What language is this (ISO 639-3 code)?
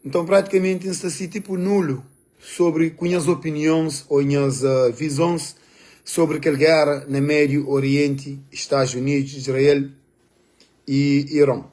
kea